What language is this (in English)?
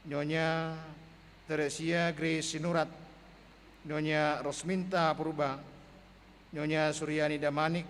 Batak Simalungun